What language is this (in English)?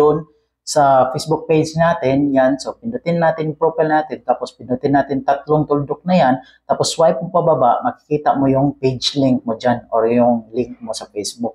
Filipino